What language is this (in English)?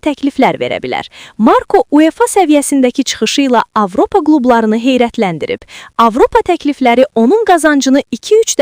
Azerbaijani